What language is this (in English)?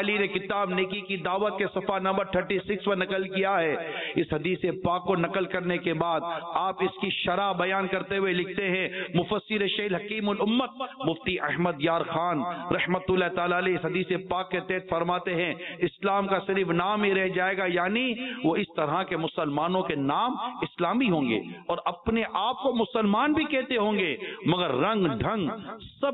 Urdu